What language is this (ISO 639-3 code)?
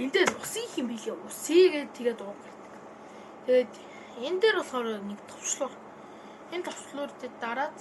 mon